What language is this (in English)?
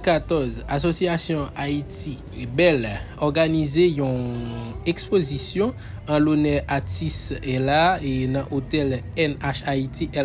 Haitian Creole